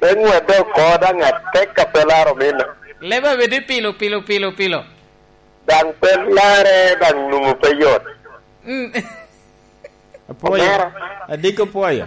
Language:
Lango (Uganda)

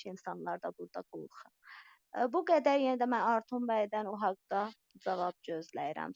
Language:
South Azerbaijani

